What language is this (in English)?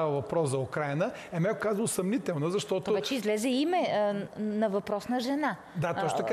Bulgarian